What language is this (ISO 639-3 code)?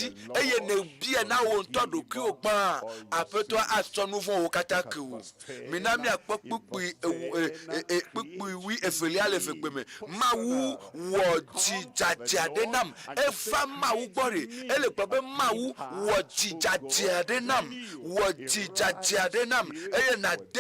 ewe